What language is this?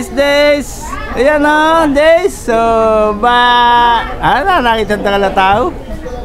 Filipino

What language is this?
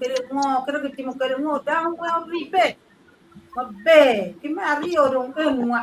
Acoli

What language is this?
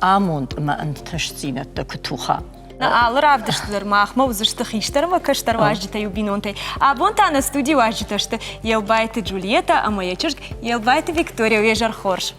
Ossetic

